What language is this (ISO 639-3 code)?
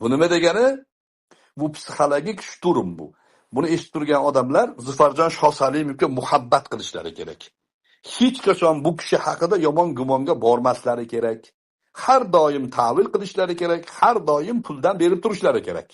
uzb